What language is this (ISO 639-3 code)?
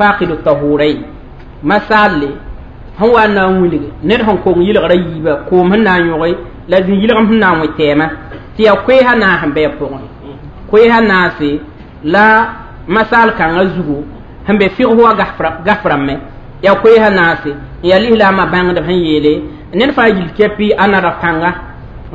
mos